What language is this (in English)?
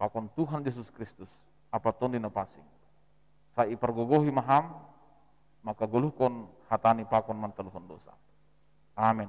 Batak Simalungun